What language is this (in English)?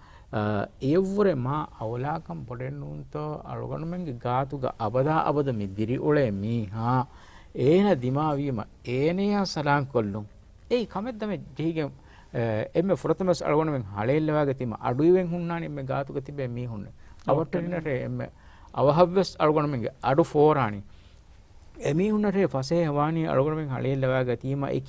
Divehi